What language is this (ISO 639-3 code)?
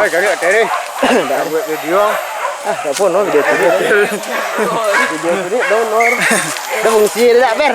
min